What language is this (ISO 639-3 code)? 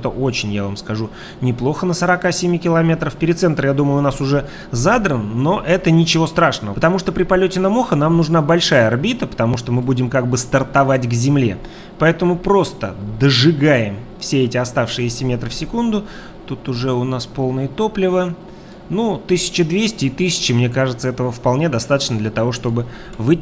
rus